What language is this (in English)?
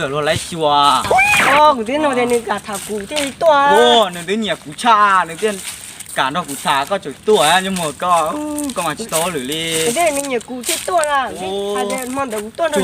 Hmong